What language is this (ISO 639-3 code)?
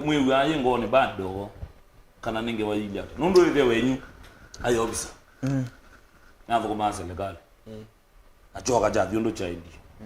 kam